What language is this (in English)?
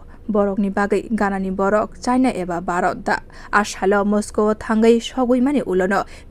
Kok Borok